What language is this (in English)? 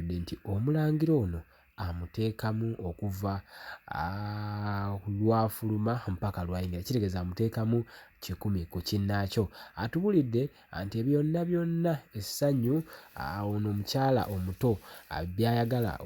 Ganda